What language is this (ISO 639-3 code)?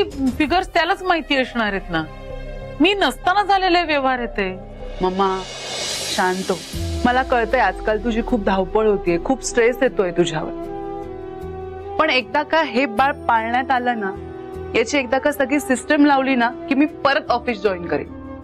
mar